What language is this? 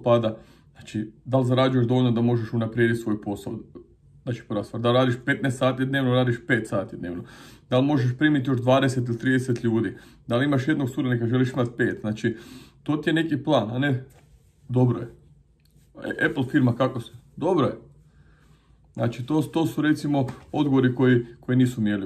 Croatian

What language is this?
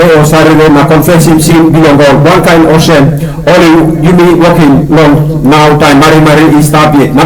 Tok Pisin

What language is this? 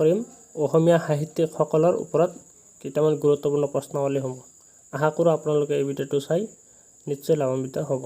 Assamese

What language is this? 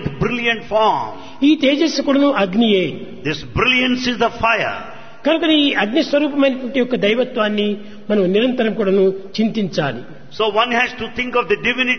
Telugu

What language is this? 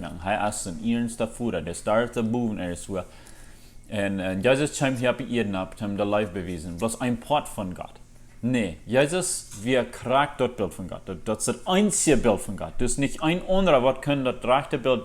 Plautdietsch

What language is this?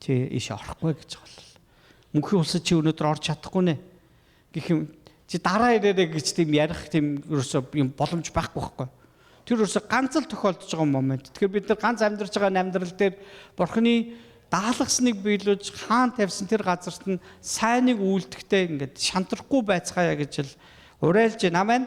Mongolian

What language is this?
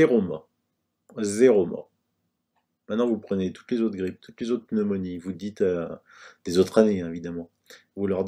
French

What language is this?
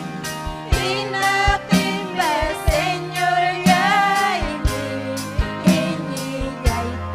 Ayacucho Quechua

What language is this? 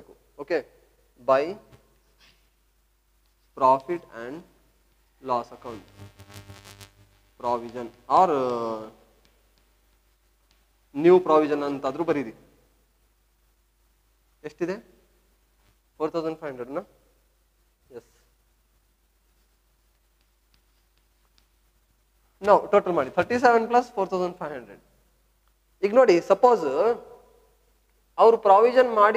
Kannada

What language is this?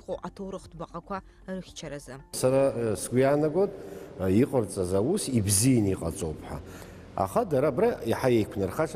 Abkhazian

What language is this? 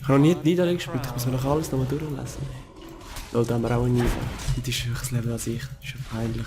Swiss German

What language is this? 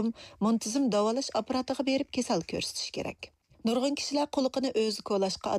Uyghur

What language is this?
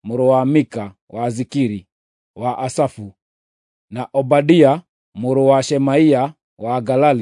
Kikuyu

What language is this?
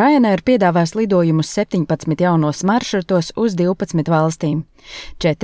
Latvian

